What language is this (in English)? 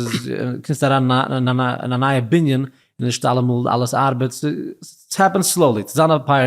Yiddish